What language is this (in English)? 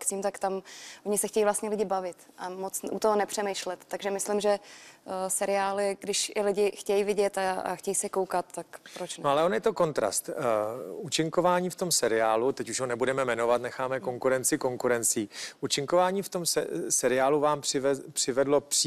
Czech